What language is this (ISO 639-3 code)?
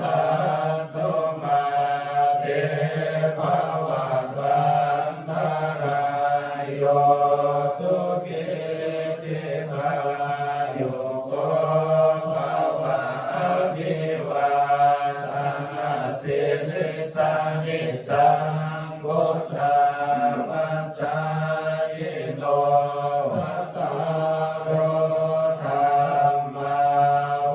pli